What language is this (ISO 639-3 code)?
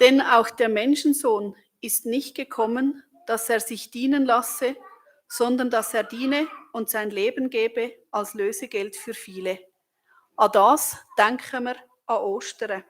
gsw